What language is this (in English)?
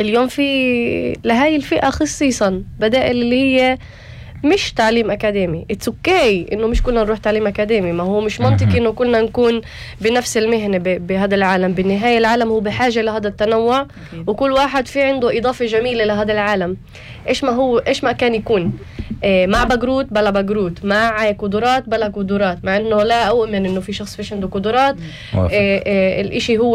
North Levantine Arabic